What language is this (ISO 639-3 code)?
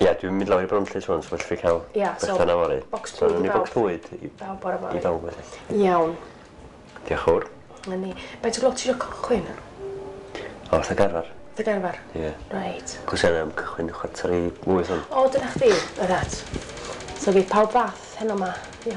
cym